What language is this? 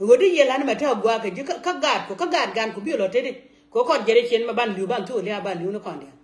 Nuer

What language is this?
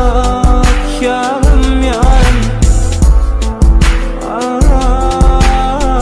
Turkish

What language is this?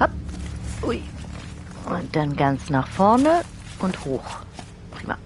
Swiss German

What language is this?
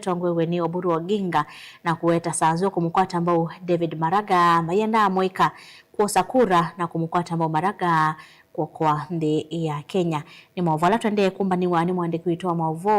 Kamba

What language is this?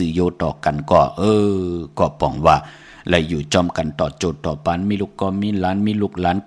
Shan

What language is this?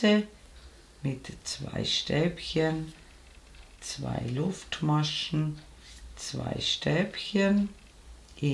German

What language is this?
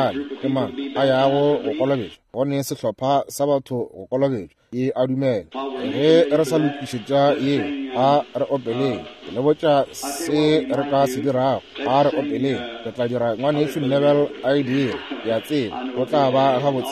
Northern Sotho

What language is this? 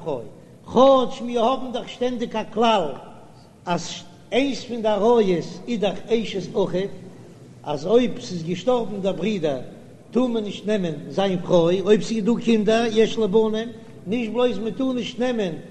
Yiddish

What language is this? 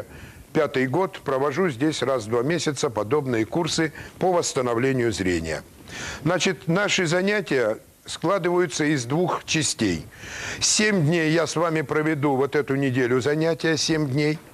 Russian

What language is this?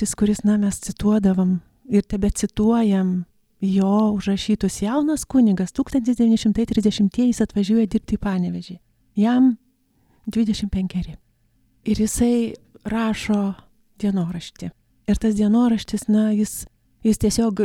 Lithuanian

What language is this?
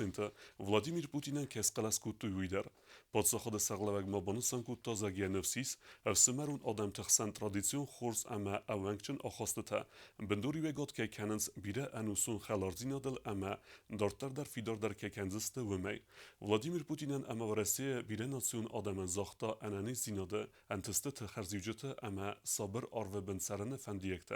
Ossetic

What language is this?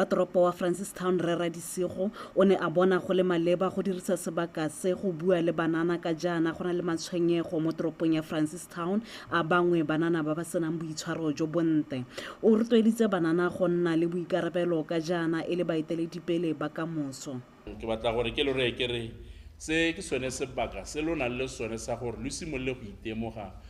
Tswana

